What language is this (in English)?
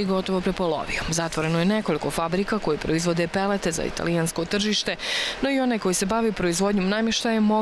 Bosnian